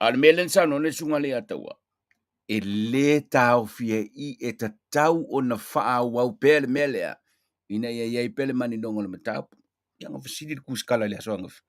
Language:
Samoan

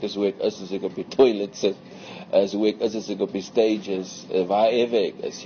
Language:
Afrikaans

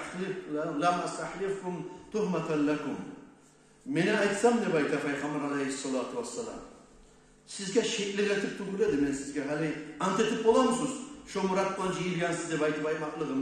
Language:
Kumyk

